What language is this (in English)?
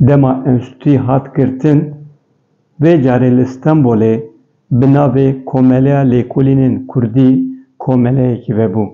Kurdish